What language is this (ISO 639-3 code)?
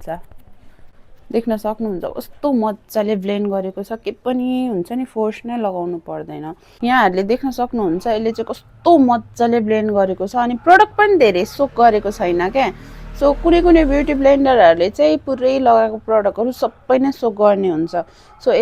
nep